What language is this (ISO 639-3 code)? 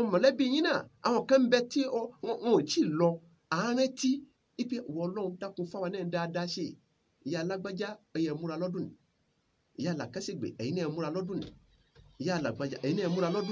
yor